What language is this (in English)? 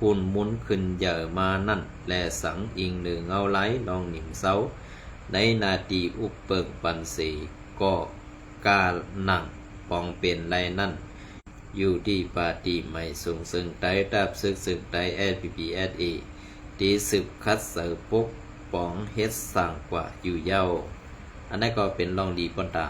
Shan